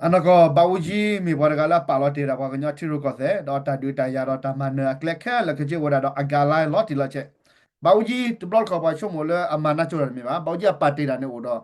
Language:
S'gaw Karen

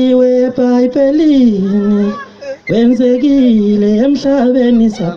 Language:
Zulu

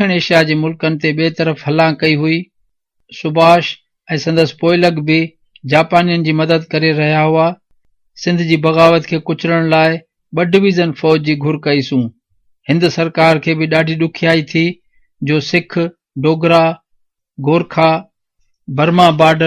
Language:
Sindhi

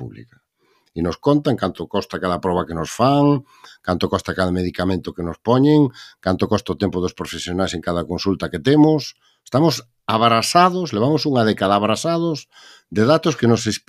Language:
Galician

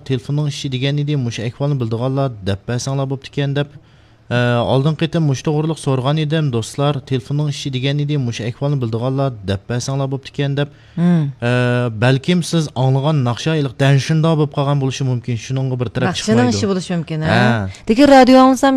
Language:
Uyghur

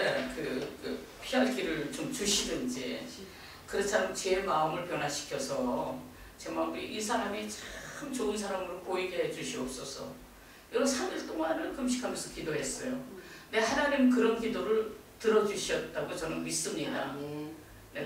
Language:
Korean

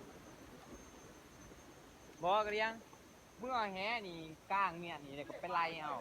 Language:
Lao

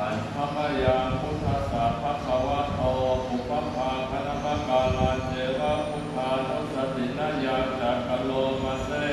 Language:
Pali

